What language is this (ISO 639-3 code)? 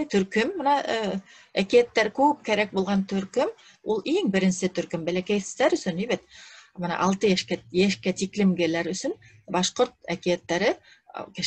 bak